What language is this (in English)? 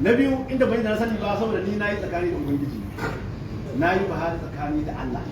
Hausa